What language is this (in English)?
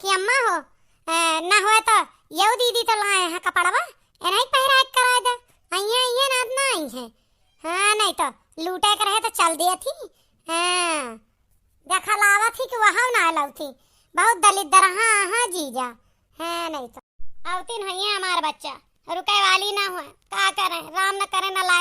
Awadhi